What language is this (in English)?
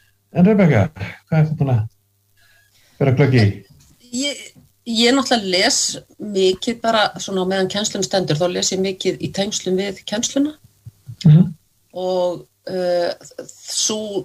Icelandic